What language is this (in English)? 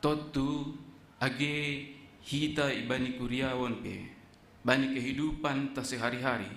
Batak Simalungun